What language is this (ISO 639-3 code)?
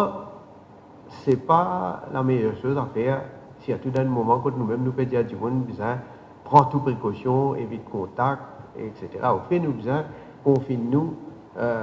mfe